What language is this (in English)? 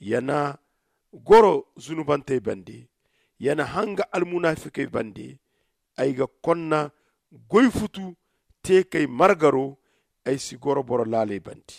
Zarma